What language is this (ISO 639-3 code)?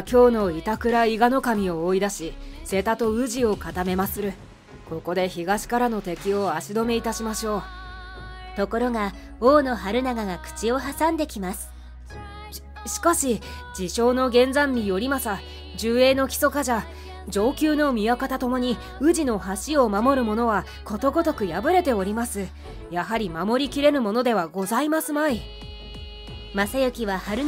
jpn